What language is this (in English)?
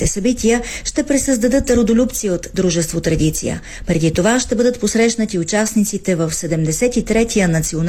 Bulgarian